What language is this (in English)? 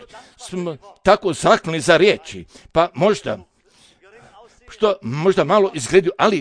Croatian